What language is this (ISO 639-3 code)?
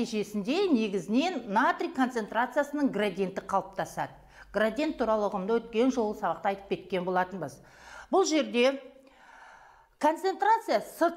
kaz